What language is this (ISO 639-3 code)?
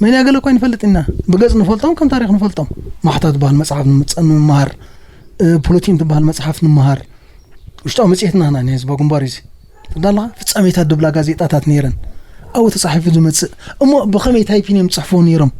tir